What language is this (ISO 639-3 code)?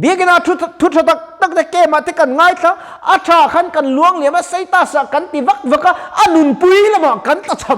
lus